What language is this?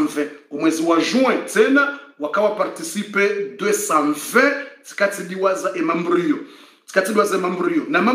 Swahili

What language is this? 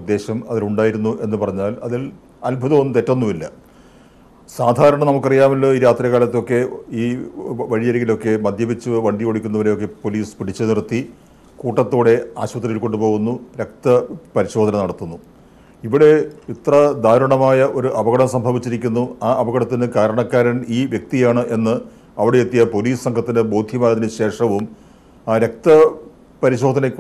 Malayalam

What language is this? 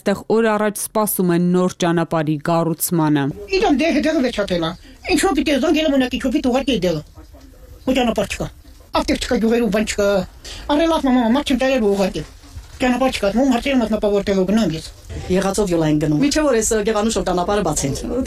Armenian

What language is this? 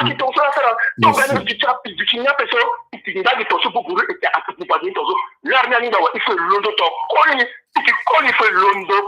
Sango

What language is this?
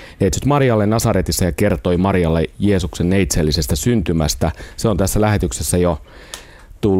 Finnish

